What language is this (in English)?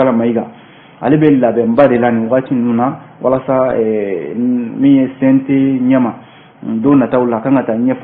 Bambara